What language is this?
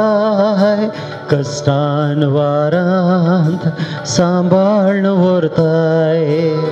Konkani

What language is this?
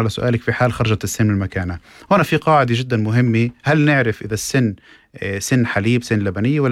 North Levantine Arabic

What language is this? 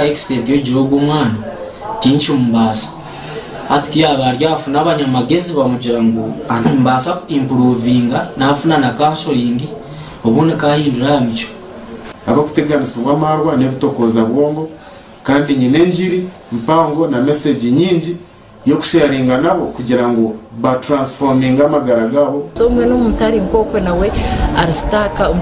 Nyankole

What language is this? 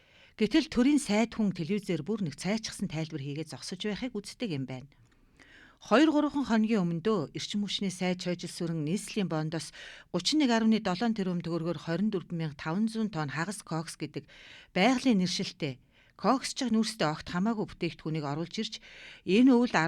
Mongolian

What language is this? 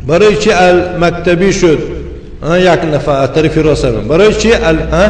Tajik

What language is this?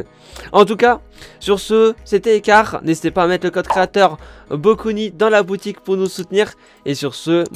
French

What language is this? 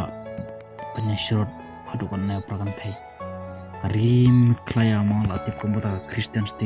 Khasi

